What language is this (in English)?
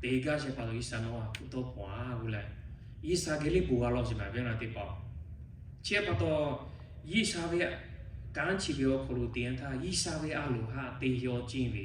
Lahu